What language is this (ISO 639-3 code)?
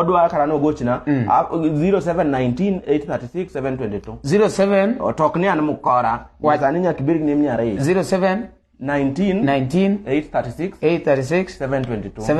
luo